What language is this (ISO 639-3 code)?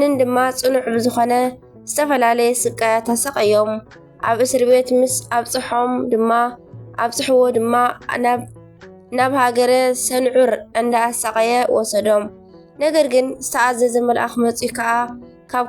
tir